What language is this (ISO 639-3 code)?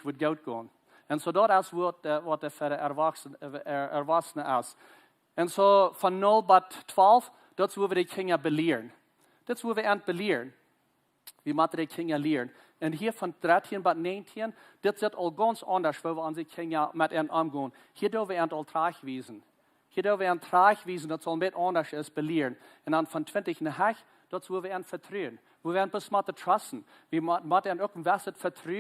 pdt